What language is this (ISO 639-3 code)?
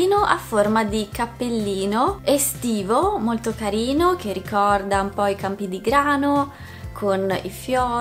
ita